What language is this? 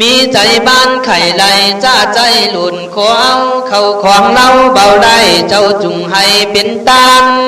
Khün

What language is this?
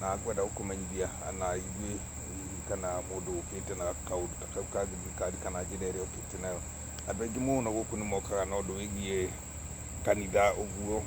Kikuyu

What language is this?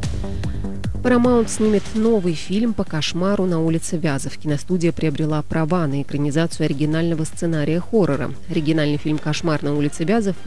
Russian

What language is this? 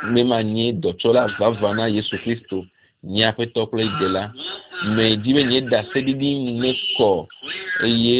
Ewe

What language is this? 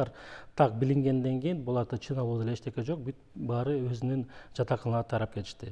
Kyrgyz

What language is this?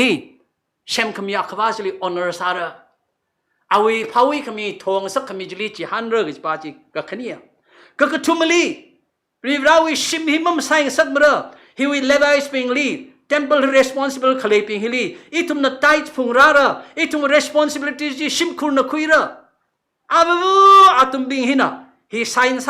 Tangkhul Naga (India)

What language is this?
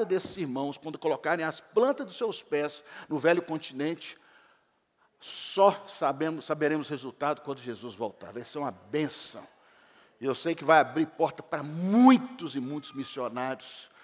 Portuguese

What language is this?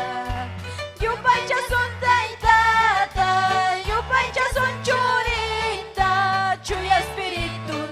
Ayacucho Quechua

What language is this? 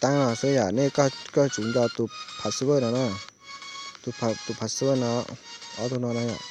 Hmong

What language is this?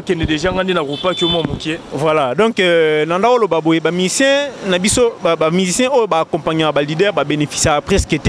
Lingala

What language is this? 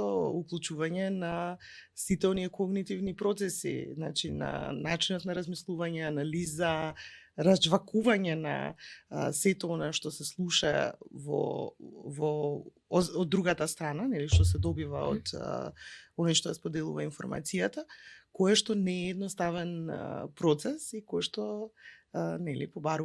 Macedonian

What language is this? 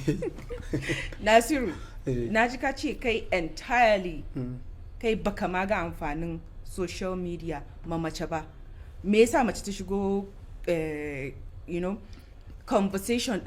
Hausa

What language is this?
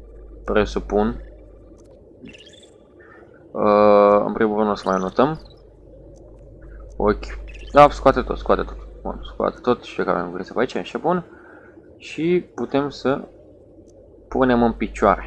Romanian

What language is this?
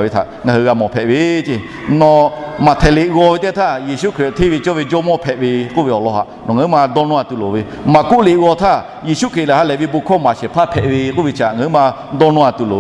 Lahu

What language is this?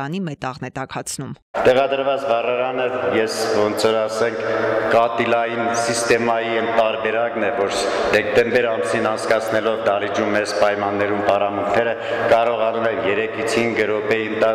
Armenian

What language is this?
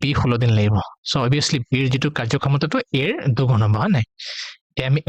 Assamese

